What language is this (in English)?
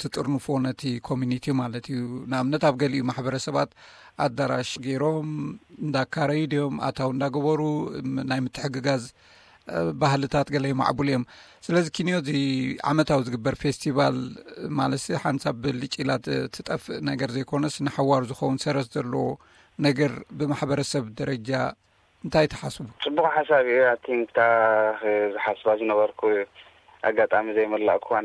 Tigrinya